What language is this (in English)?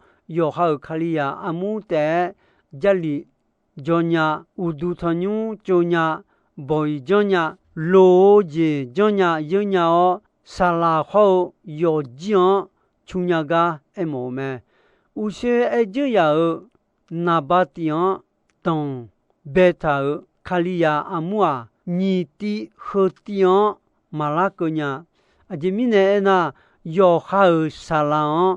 Akha